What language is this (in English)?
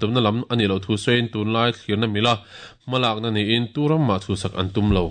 Mizo